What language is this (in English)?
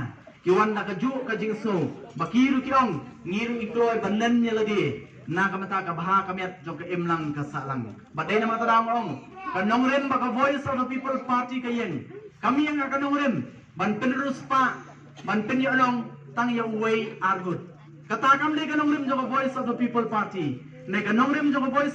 Khasi